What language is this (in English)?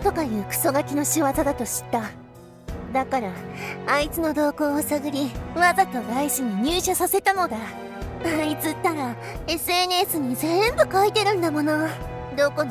Japanese